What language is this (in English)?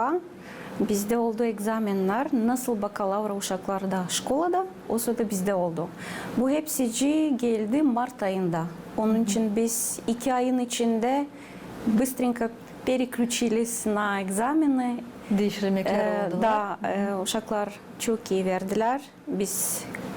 Gagauz